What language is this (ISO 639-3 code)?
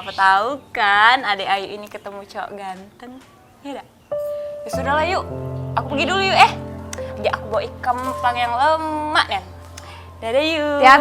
mui